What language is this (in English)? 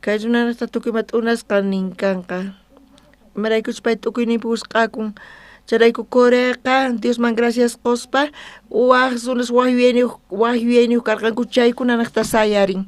South Bolivian Quechua